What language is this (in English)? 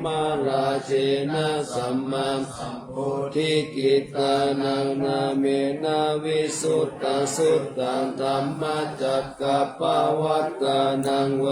Pali